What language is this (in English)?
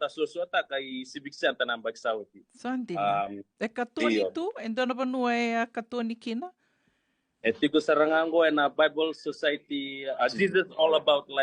Fijian